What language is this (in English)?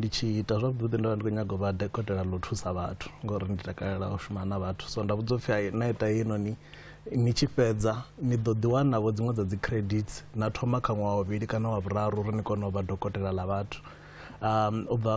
Venda